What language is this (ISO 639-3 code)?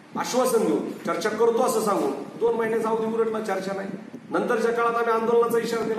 mar